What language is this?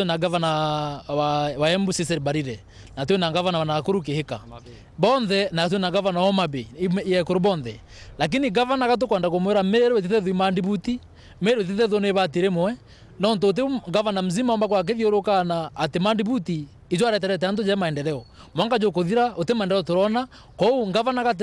Meru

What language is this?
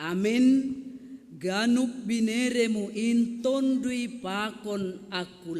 Batak Simalungun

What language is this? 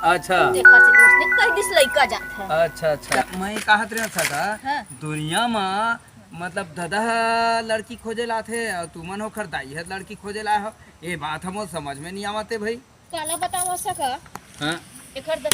Chhattisgarhi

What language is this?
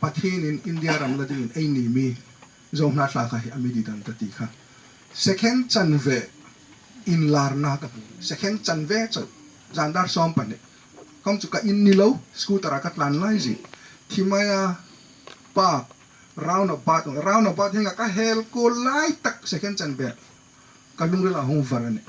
Hmar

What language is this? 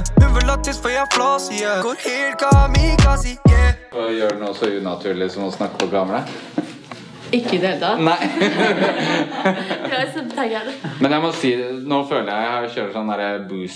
Norwegian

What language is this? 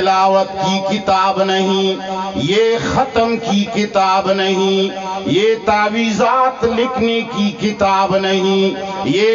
Urdu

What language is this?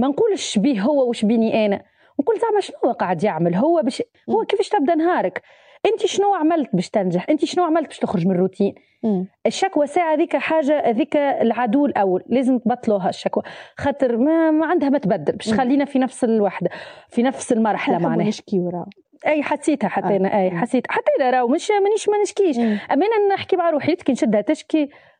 Tunisian Arabic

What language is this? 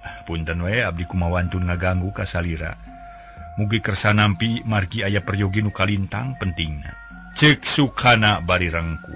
Sundanese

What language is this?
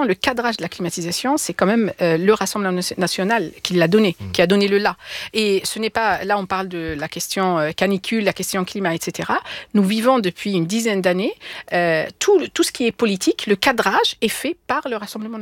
French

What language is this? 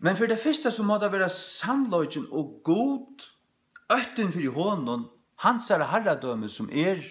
Faroese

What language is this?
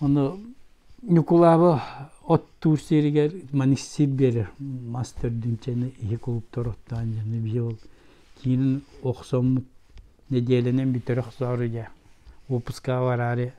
Yakut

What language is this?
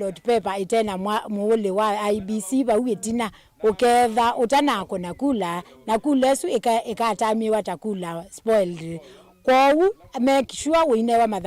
Kamba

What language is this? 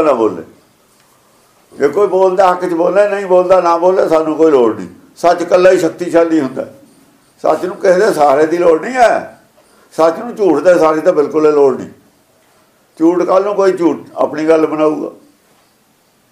Punjabi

